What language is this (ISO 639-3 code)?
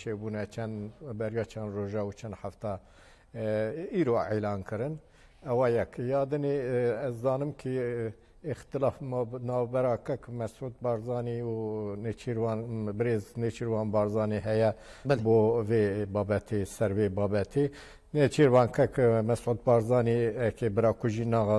kur